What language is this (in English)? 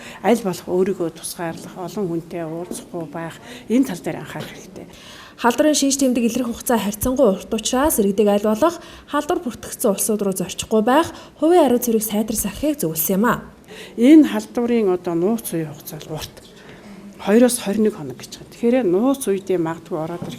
Mongolian